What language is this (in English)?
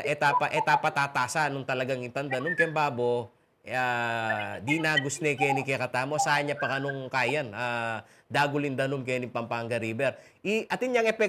Pampanga